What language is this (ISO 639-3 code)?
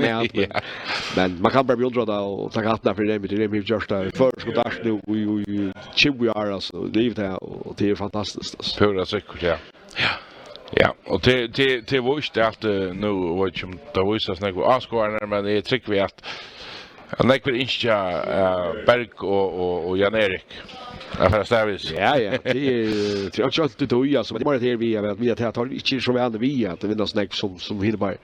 fao